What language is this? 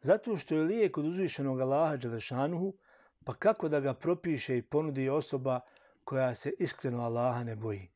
Bosnian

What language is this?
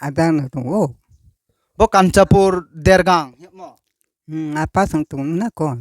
Riang (India)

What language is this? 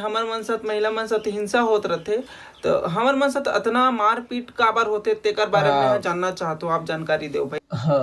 Chhattisgarhi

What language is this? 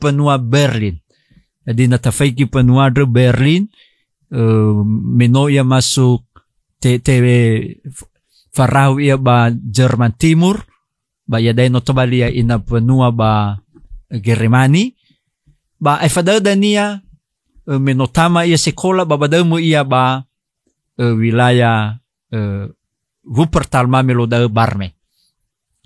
Nias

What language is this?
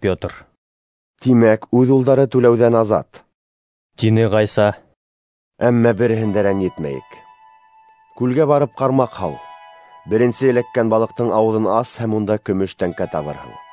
Bashkir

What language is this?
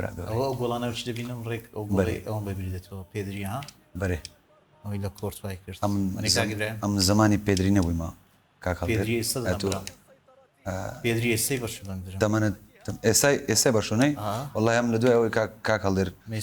Central Kurdish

